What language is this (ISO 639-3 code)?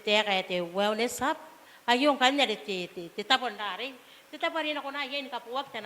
gil